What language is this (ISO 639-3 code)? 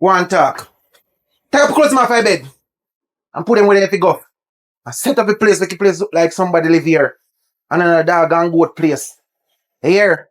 jam